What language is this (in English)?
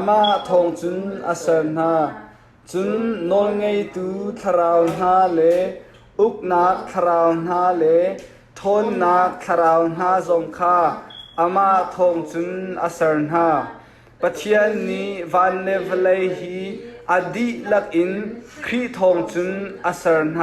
Hakha Chin